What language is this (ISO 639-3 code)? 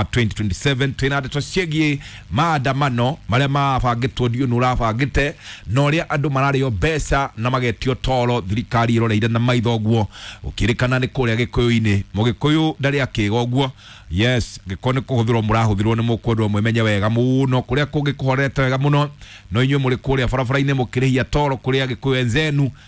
kik